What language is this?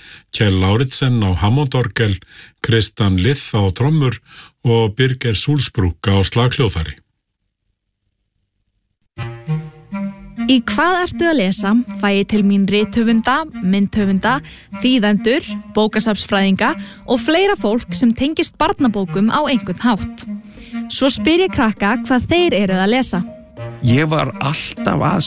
Icelandic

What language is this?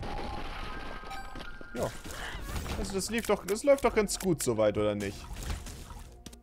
German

